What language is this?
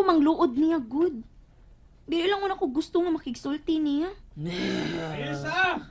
Cebuano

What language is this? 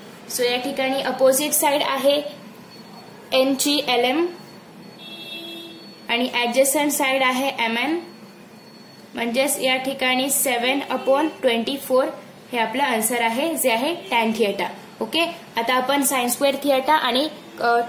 Marathi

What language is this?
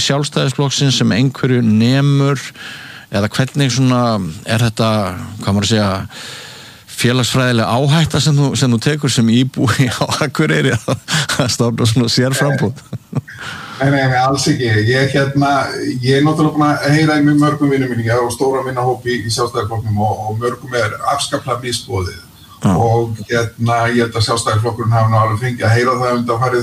Icelandic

